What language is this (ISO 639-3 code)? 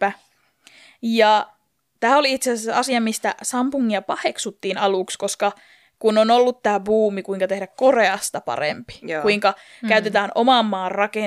fin